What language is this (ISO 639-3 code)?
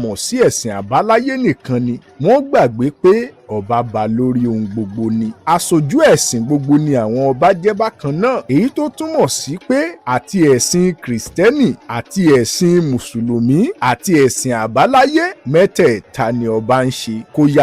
yor